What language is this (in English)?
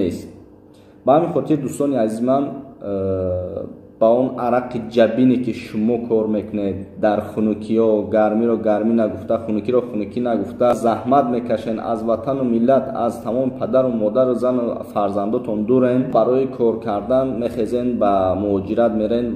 Tajik